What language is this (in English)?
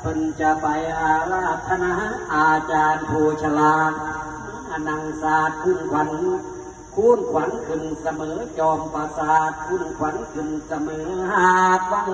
Lao